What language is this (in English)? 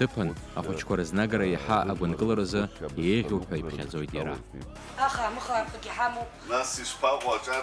Abkhazian